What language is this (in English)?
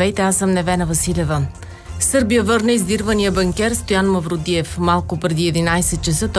Bulgarian